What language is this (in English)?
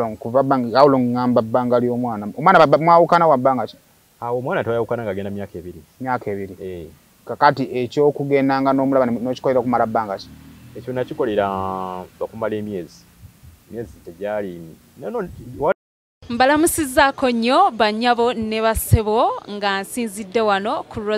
Ganda